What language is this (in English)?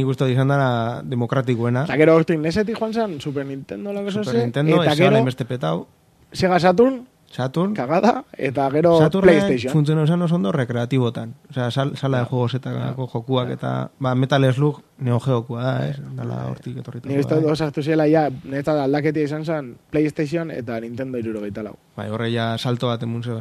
Basque